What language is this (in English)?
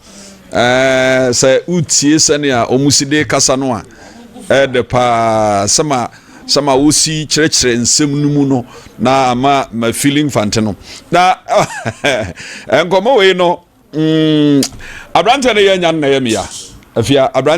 Akan